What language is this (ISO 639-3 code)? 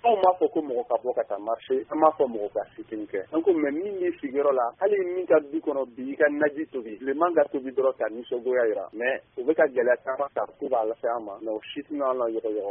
bam